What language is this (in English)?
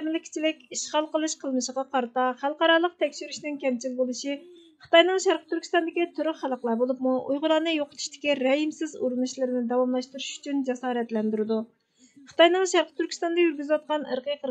Uyghur